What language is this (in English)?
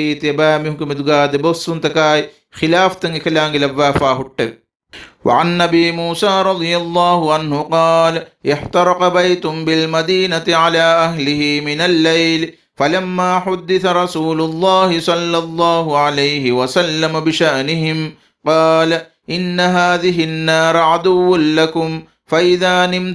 Divehi